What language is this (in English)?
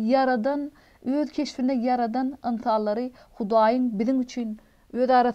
Turkmen